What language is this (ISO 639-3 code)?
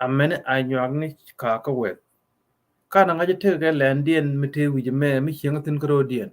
nus